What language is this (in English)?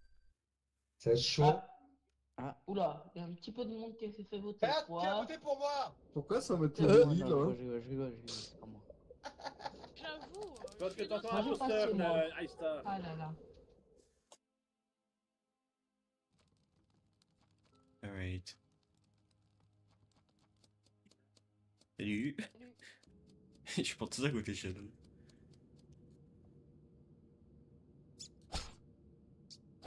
French